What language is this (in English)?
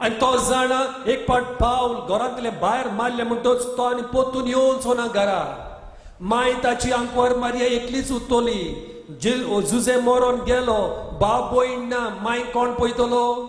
Konkani